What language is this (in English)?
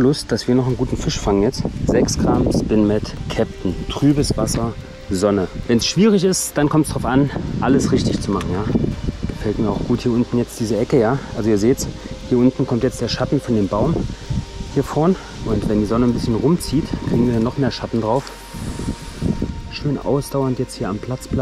German